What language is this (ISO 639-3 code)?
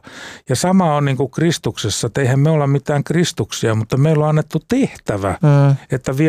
fin